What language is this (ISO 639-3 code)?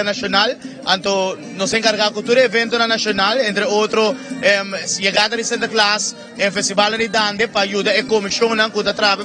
pap